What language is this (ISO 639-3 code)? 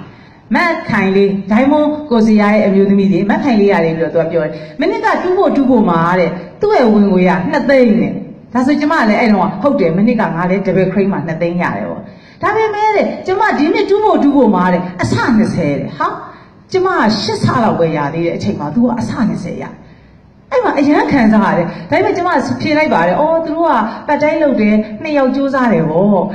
mya